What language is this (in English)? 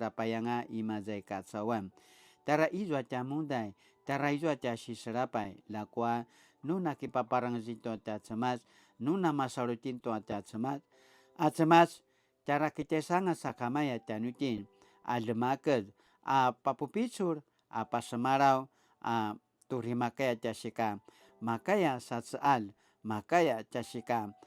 Paiwan